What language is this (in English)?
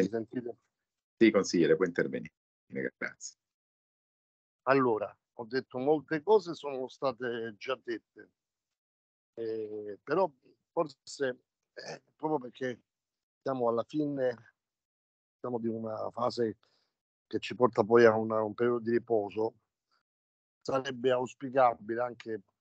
Italian